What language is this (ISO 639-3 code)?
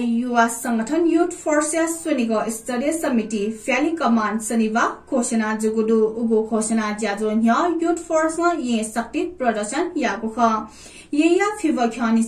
new